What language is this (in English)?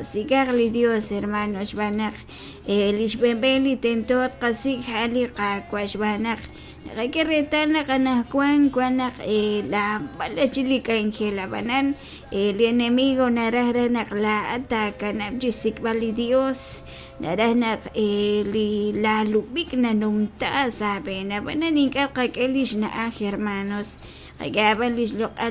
Kekchí